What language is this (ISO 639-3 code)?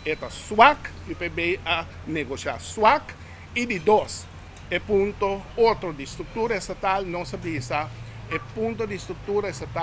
pap